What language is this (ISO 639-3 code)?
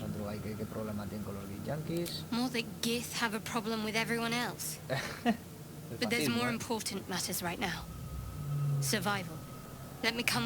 ast